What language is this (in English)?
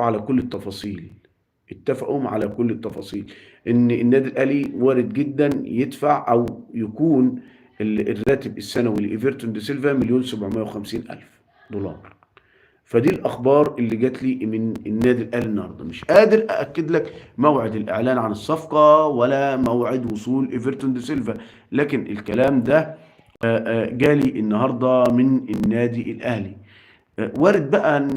Egyptian Arabic